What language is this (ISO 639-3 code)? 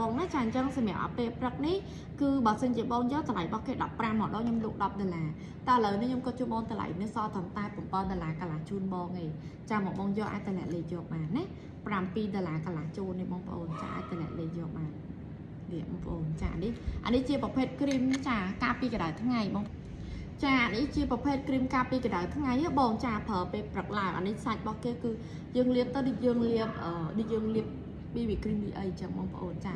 khm